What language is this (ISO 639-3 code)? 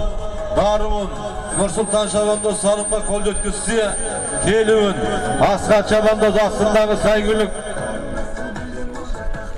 kaz